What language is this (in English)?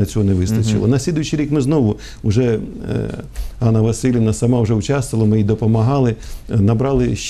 Ukrainian